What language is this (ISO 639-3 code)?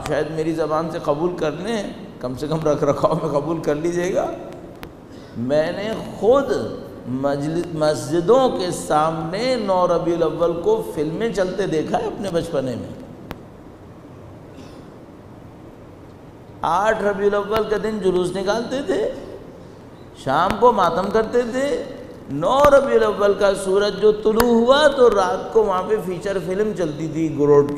urd